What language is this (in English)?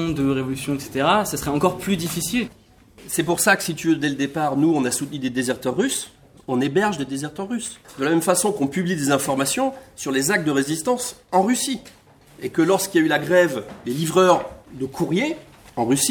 French